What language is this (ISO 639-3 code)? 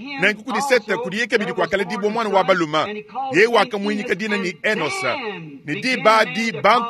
lua